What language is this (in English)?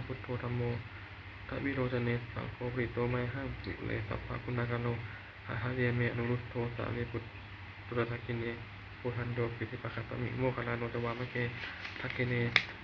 Pali